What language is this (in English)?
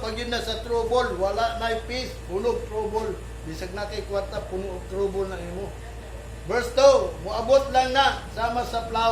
Cebuano